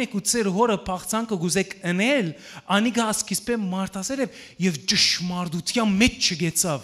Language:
Western Armenian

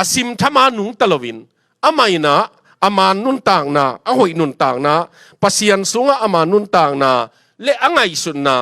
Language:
Tedim Chin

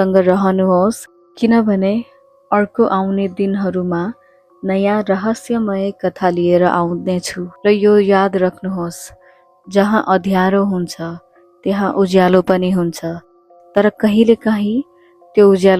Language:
Nepali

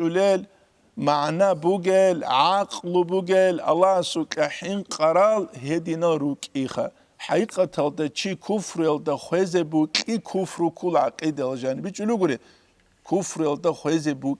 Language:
Avaric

